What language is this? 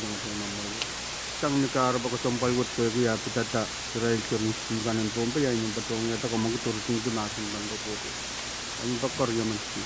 Pohnpeian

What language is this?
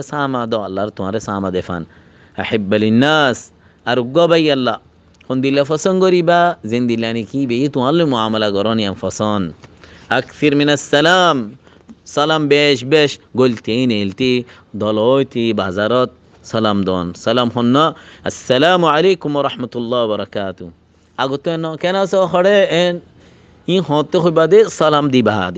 Rohingya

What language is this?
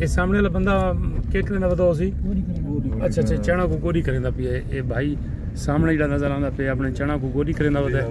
Saraiki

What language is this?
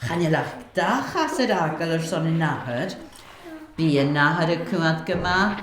Scottish Gaelic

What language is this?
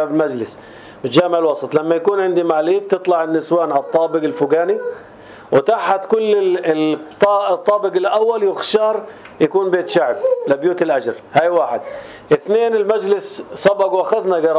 North Levantine Arabic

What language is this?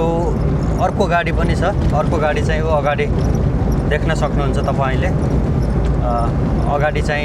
Nepali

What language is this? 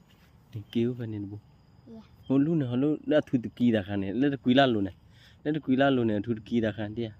S'gaw Karen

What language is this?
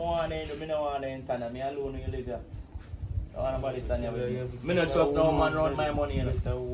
Jamaican Creole English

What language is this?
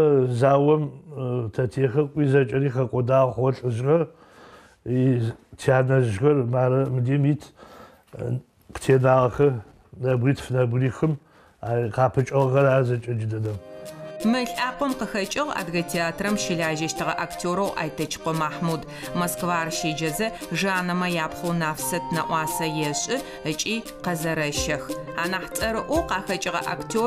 Adyghe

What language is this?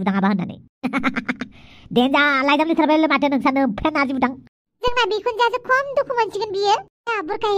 Bodo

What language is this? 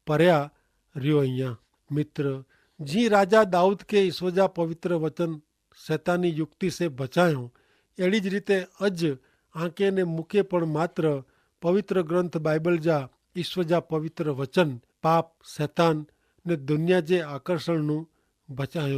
Kachhi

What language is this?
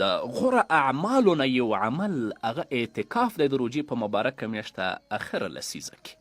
Pashto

